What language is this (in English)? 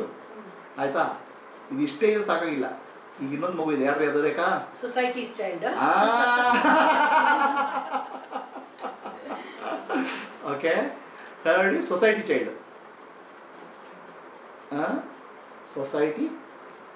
Kannada